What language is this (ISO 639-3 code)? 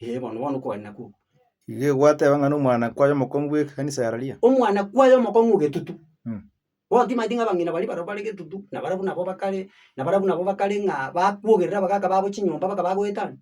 guz